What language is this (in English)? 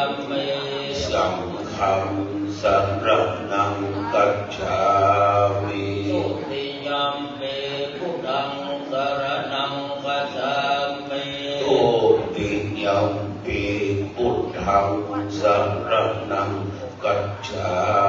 Pali